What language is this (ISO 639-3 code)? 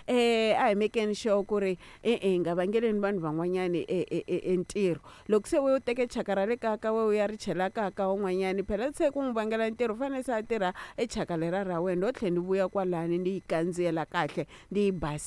tso